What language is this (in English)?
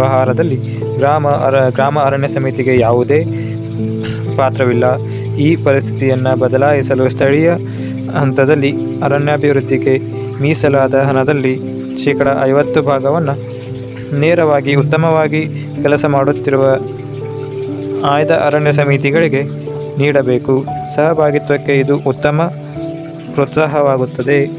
Kannada